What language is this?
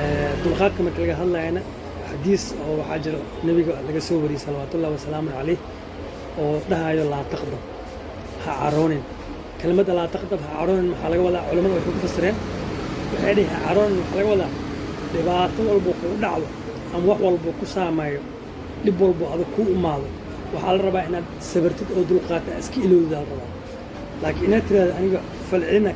Somali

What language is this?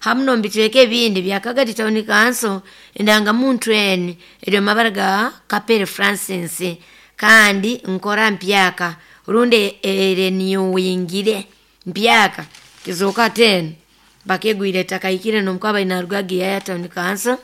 Nyoro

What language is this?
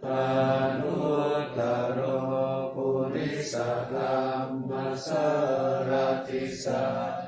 Pali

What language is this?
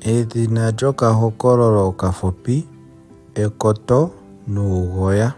Ndonga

